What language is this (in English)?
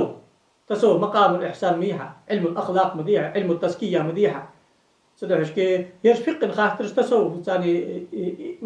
Ingush